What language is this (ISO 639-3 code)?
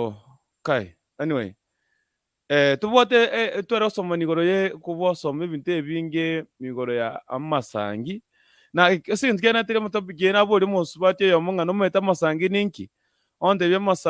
guz